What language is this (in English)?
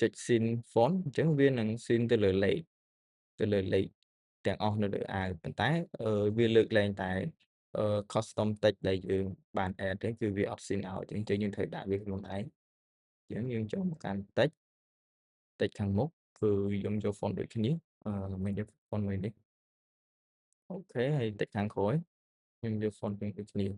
Khmer